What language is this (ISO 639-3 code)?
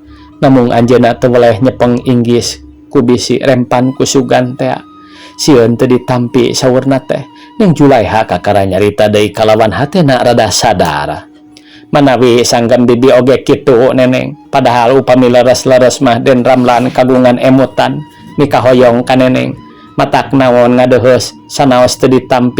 sun